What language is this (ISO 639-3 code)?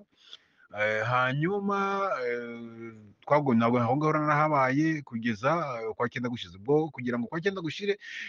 kin